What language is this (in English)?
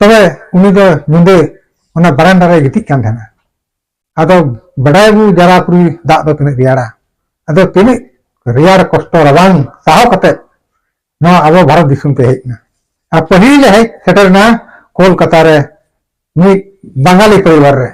Santali